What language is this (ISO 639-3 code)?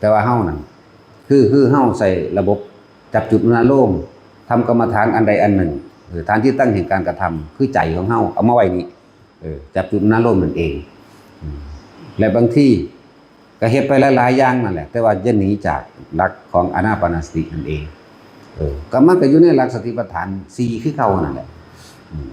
tts